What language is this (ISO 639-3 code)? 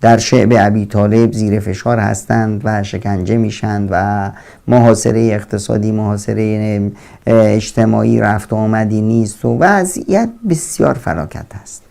fas